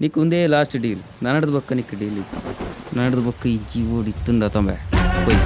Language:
Tulu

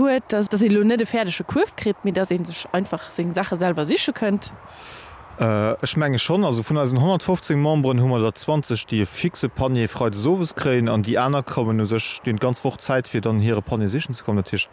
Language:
Luxembourgish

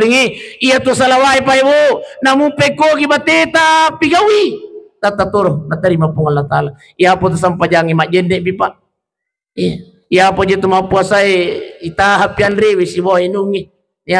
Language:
Buginese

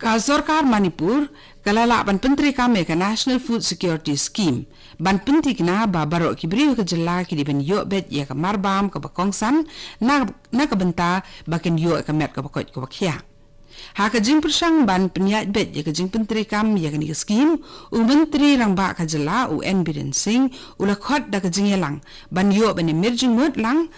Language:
Khasi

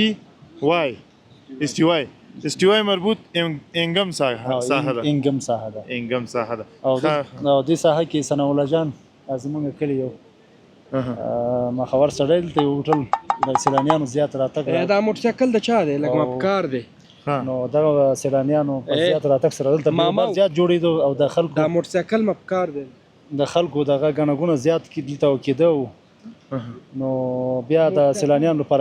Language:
Pashto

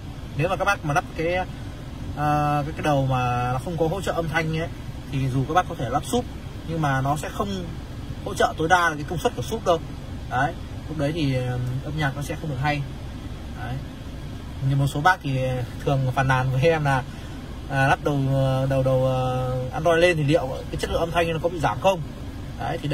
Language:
Vietnamese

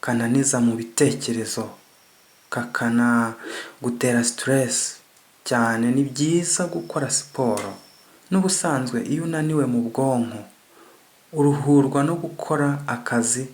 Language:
Kinyarwanda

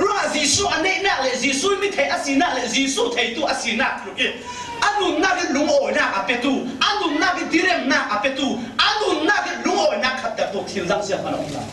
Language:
Falam Chin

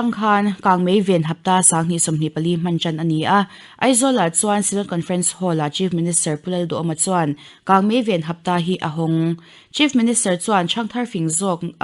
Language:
Mizo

